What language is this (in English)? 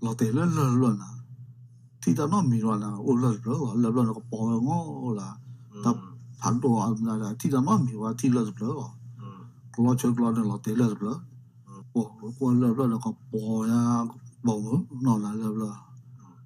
S'gaw Karen